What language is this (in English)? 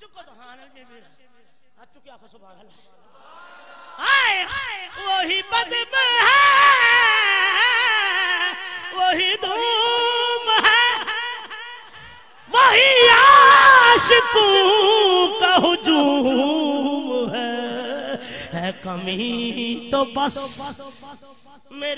Urdu